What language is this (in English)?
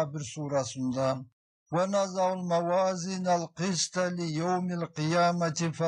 Karachay-Balkar